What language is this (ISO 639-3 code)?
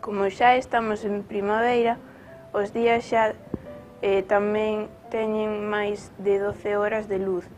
glg